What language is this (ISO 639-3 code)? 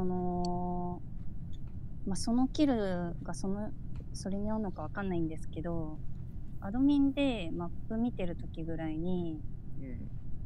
jpn